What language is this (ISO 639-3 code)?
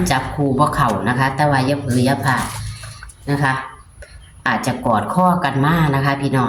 tts